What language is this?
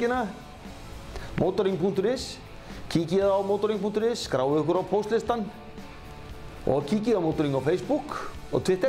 Icelandic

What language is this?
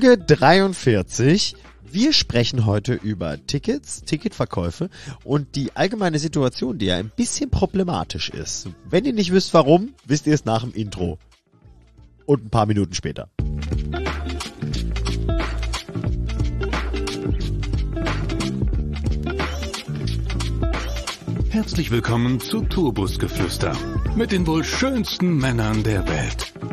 German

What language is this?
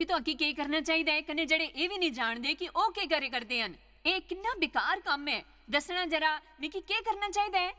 Dogri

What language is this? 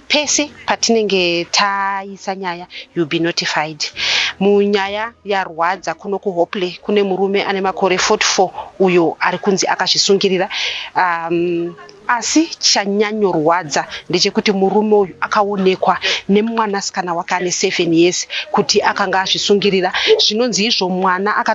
Shona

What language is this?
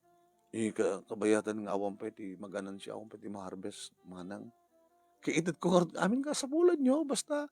Iloko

